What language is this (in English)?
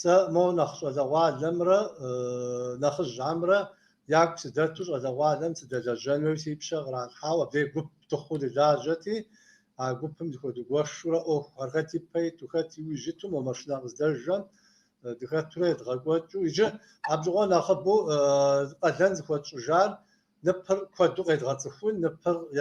Kabardian